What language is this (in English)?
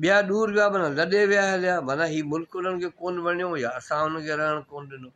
Sindhi